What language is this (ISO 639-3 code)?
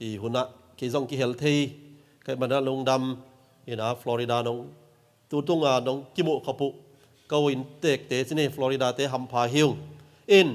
ctd